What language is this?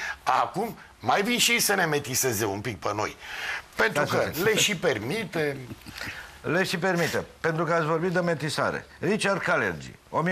Romanian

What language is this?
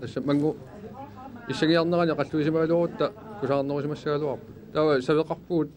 Kalaallisut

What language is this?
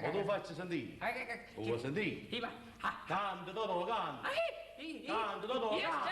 Neapolitan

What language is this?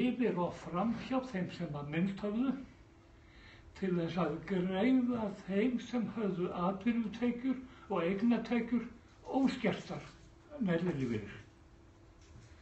Icelandic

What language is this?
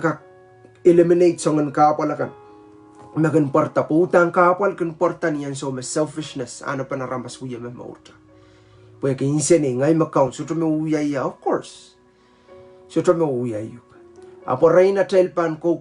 Pohnpeian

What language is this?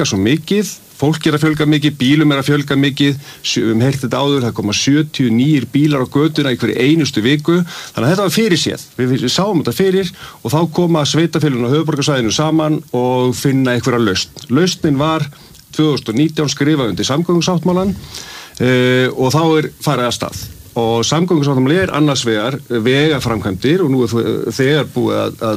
Icelandic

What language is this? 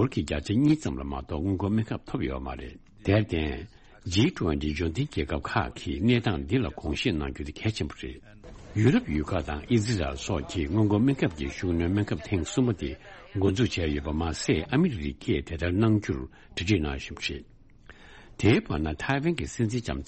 Tibetan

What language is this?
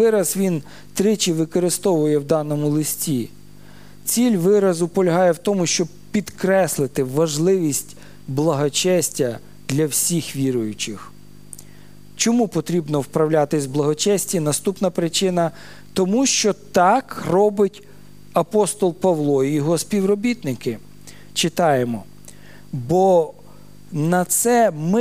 Ukrainian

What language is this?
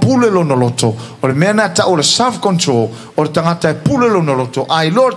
Samoan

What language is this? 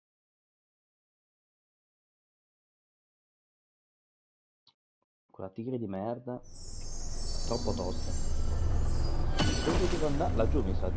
Italian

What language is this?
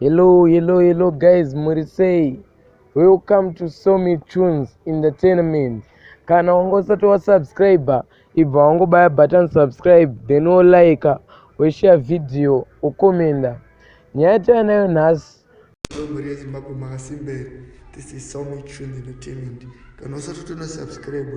Shona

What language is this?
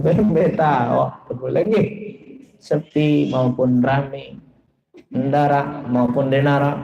Sasak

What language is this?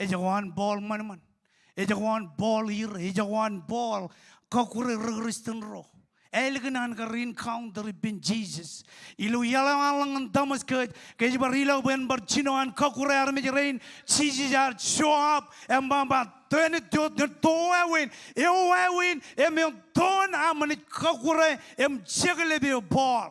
Marshallese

